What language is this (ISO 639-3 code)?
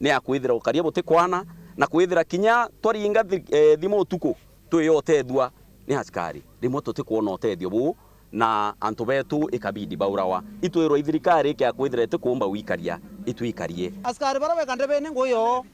mer